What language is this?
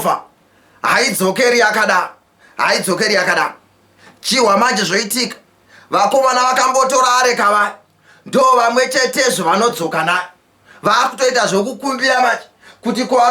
Shona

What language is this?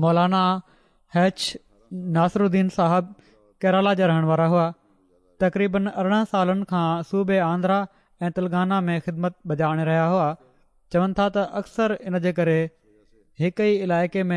Sindhi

